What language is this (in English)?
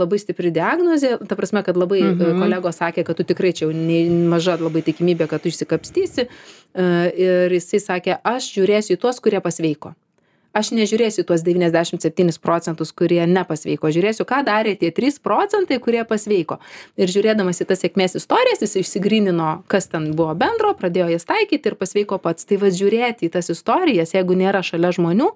Lithuanian